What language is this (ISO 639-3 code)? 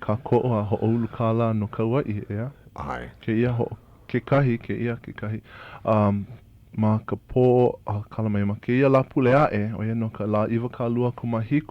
haw